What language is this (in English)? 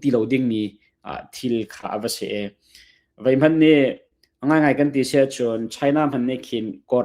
Hakha Chin